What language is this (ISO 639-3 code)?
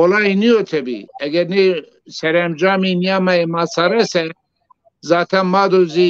zza